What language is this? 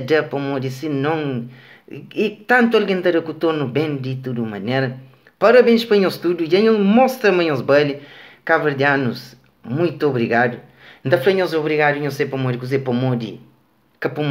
Kabuverdianu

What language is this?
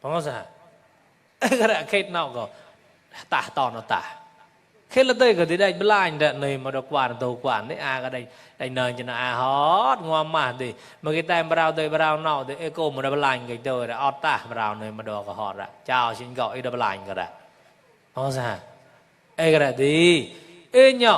Mon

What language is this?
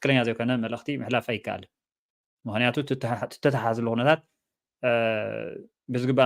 Tigrinya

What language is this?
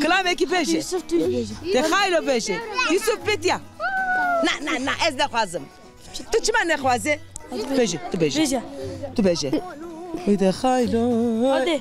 Zaza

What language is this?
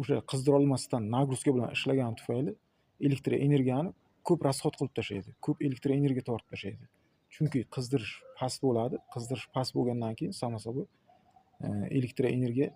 Uzbek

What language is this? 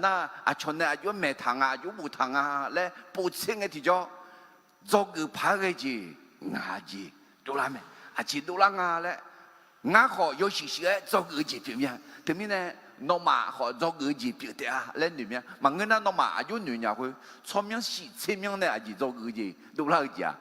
Akha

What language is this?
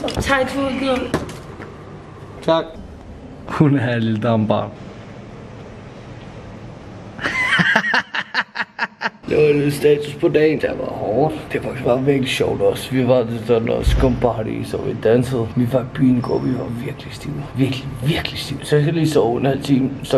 Danish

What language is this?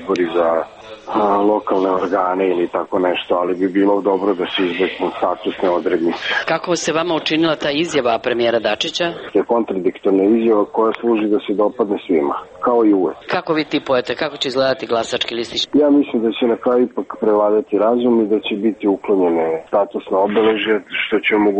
Serbian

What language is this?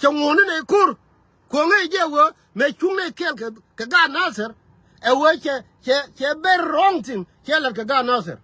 Nuer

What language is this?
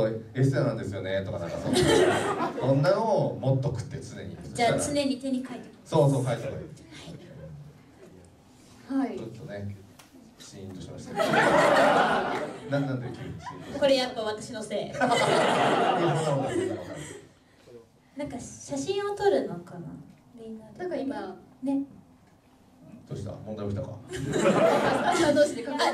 Japanese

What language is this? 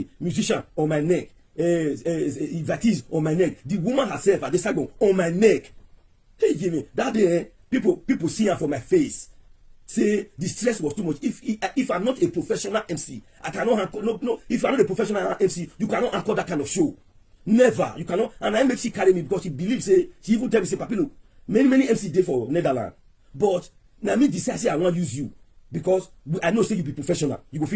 Nigerian Pidgin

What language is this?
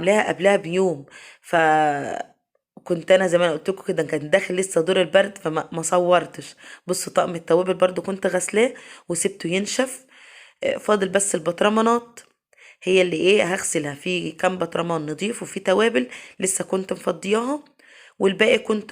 Egyptian Arabic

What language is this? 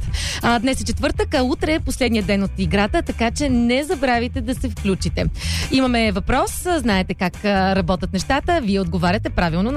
Bulgarian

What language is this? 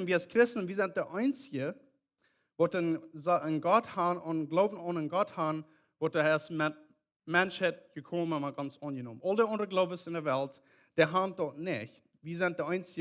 Plautdietsch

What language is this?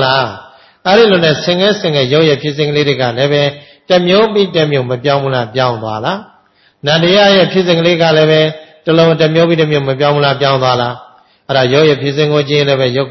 Burmese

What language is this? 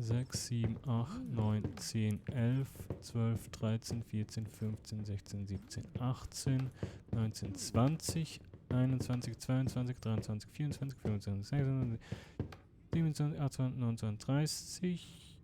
Swiss German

